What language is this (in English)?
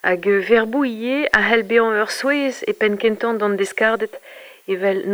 Breton